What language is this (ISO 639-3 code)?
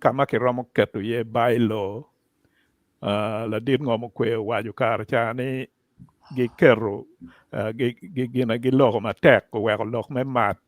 ach